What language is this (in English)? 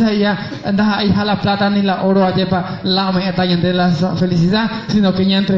Guarani